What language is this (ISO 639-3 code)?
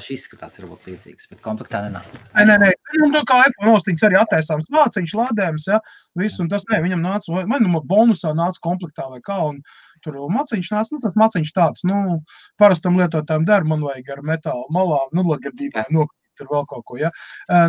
lav